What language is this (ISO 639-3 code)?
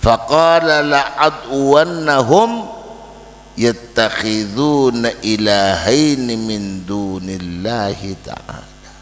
mad